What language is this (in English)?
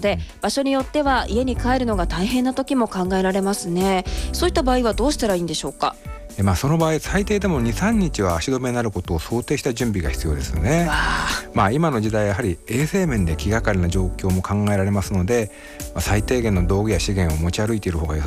Japanese